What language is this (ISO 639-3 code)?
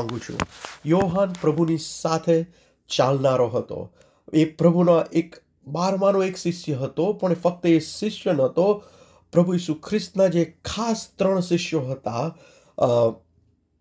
guj